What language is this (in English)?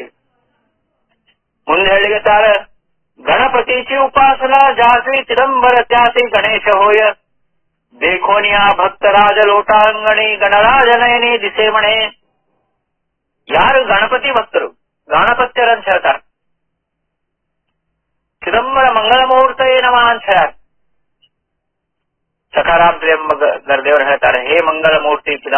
Kannada